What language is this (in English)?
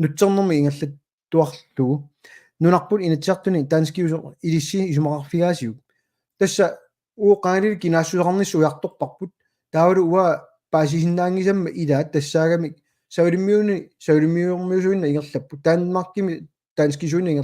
Kalaallisut